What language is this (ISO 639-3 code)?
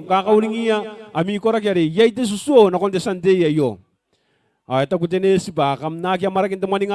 gil